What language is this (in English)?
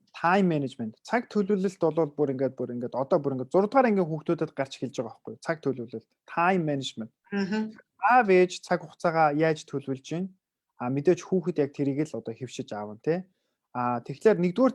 Mongolian